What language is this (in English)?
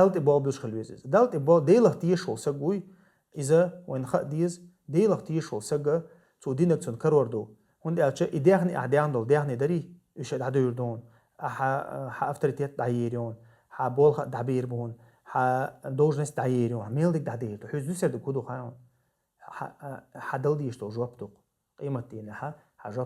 Chechen